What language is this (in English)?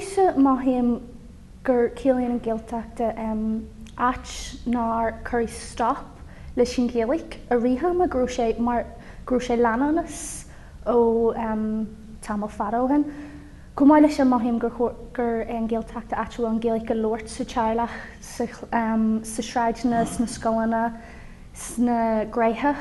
Irish